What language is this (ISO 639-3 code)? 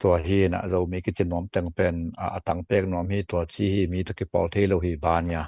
ctd